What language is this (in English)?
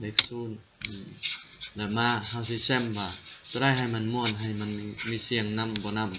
Lao